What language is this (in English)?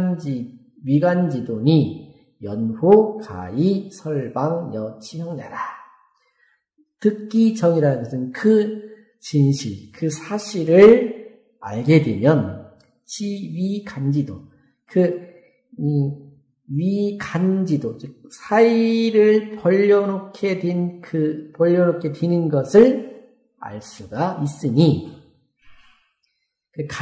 Korean